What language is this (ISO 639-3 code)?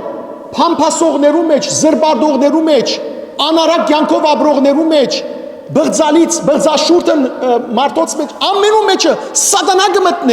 hyw